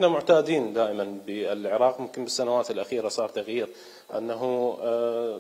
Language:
Mesopotamian Arabic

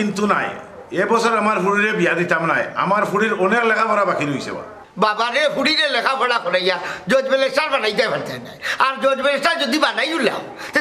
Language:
Sylheti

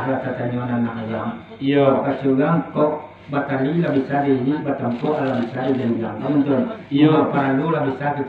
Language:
Minangkabau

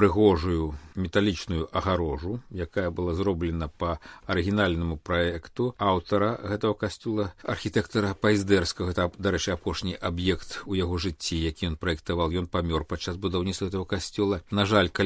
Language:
Belarusian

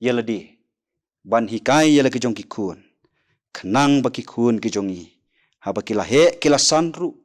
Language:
Khasi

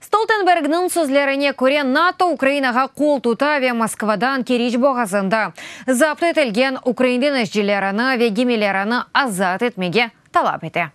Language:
Crimean Tatar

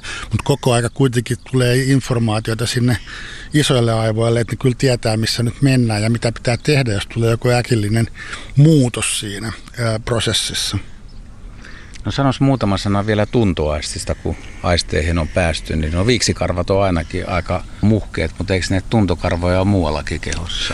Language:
Finnish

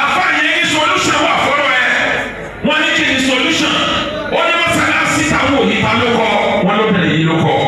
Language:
Yoruba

